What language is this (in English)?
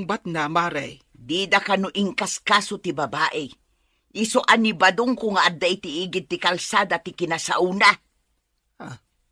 Iloko